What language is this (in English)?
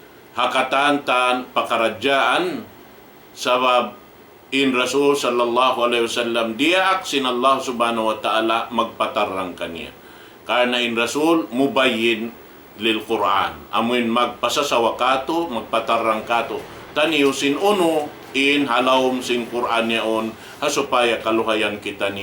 Tausug